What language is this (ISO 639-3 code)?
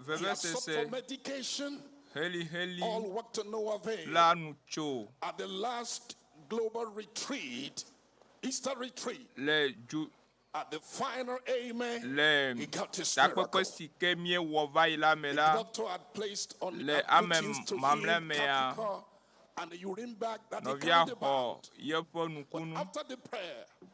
ewe